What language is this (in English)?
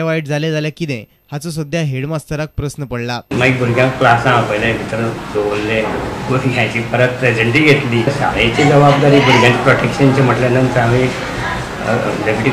Konkani